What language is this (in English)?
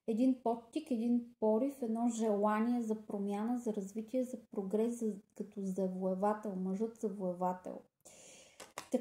Bulgarian